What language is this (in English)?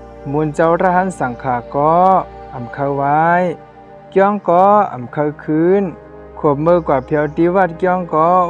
Shan